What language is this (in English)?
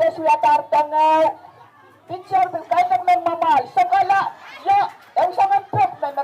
Pohnpeian